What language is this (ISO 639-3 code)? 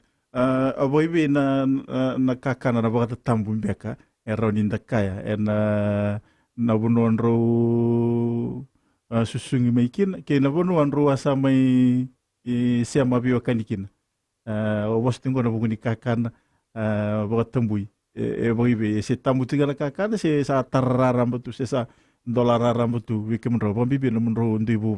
fij